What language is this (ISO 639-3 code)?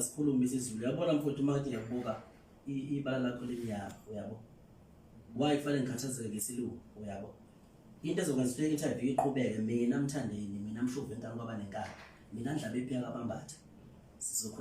zul